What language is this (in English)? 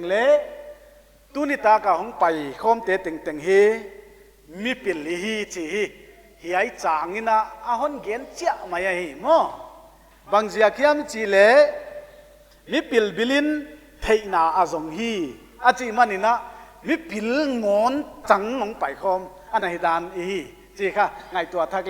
Paite Chin